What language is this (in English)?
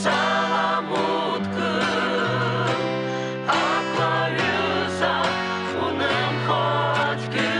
Abkhazian